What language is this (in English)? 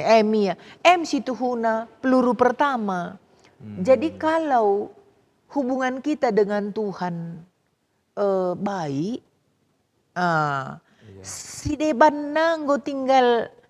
Batak Karo